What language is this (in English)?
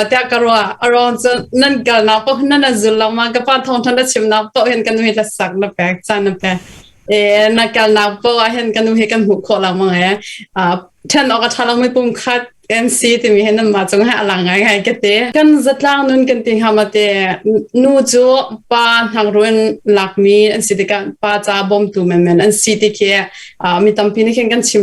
Hakha Chin